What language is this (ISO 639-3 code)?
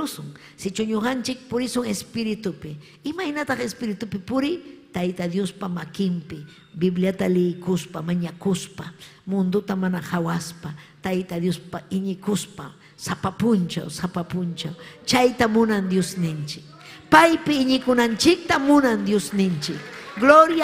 quy